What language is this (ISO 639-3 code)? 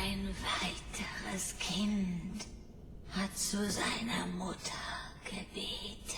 gsw